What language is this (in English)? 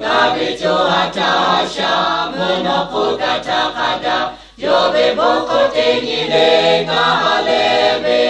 Lahu